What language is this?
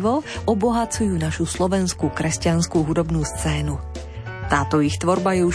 Slovak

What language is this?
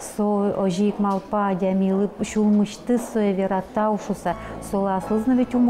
Udmurt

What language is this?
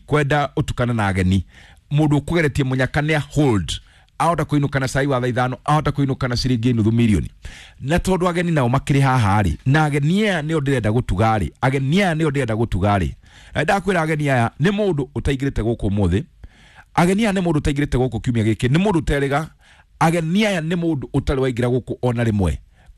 Kikuyu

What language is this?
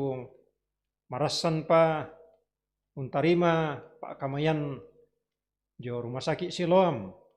Toraja-Sa'dan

